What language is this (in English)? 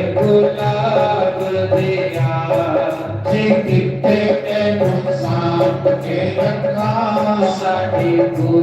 Dogri